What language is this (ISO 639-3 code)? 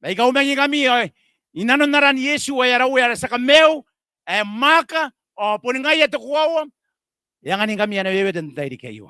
gil